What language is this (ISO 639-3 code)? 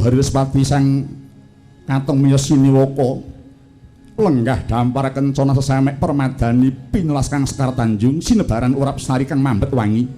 jav